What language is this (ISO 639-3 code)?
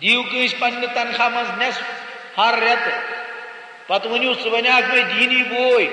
kas